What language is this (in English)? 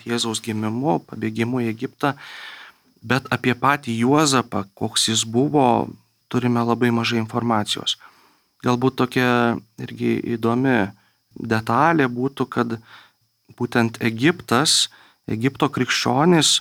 Lithuanian